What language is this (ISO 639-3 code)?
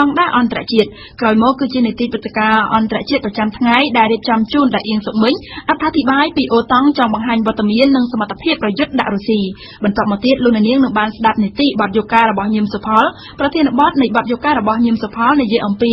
khm